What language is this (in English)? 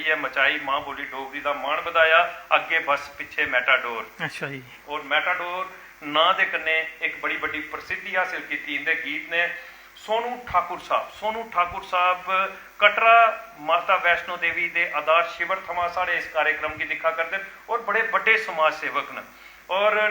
Dogri